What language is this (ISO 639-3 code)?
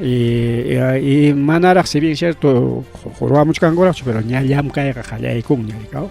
quy